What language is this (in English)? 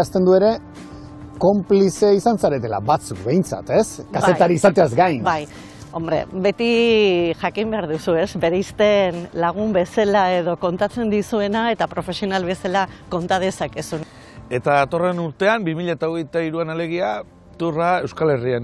Basque